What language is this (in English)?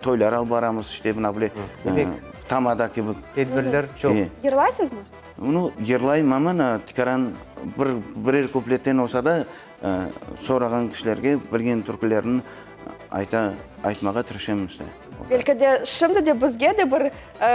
Crimean Tatar